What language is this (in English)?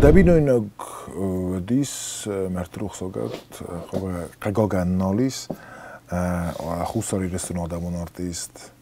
Ossetic